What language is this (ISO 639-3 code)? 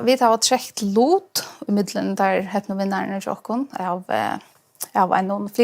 fao